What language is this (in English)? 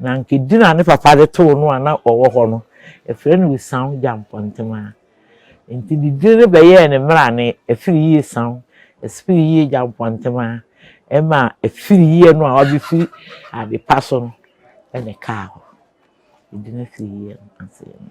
Akan